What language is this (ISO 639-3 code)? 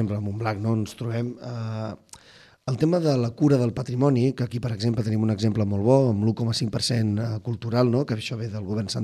cat